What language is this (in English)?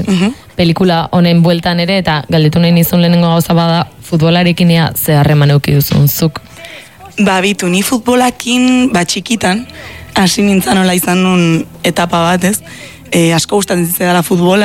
Basque